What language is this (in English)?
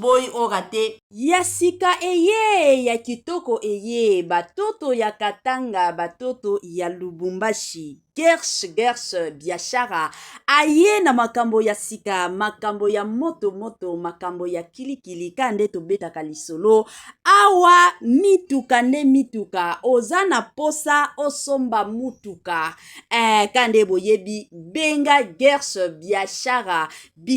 Lingala